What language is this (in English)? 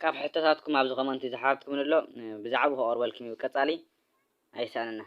Tigrinya